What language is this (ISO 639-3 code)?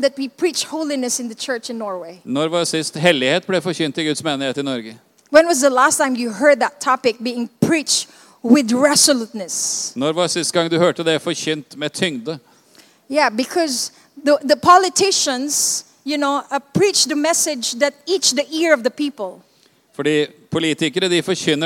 nor